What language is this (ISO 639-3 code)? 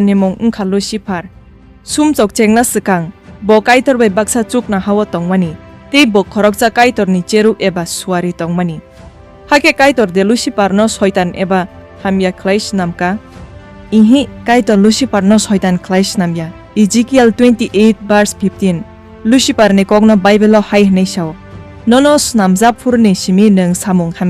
trp